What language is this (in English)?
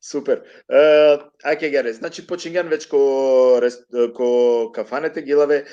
Balkan Romani